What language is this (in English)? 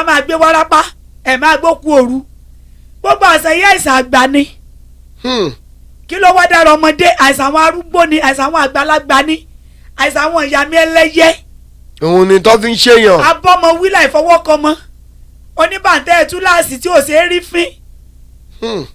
Yoruba